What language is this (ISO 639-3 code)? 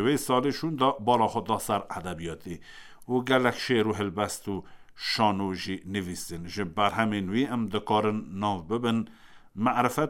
kur